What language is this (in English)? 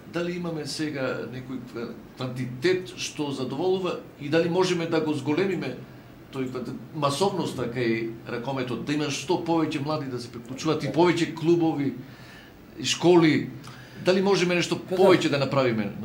Macedonian